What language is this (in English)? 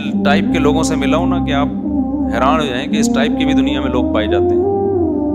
Urdu